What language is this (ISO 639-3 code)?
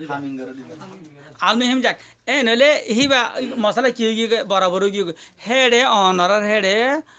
rhg